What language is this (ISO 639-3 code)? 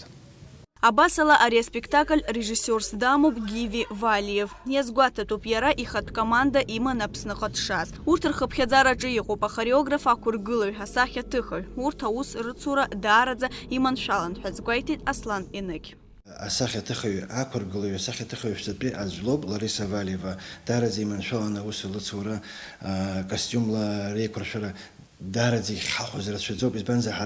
abk